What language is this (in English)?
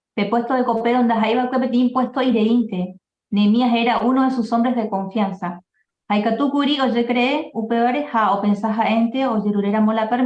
Guarani